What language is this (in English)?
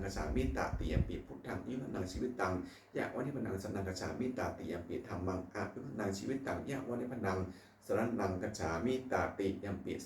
Pali